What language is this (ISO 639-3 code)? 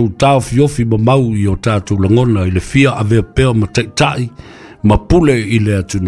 smo